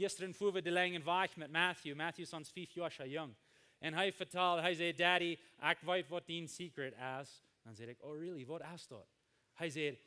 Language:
Plautdietsch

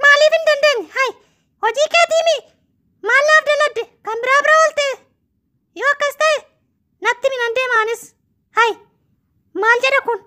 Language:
Oromo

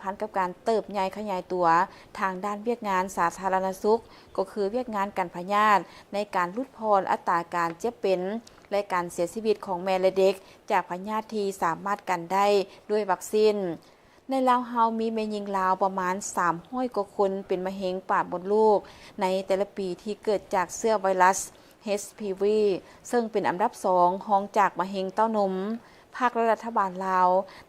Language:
Lao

